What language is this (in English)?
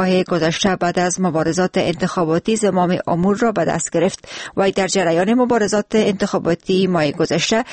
Persian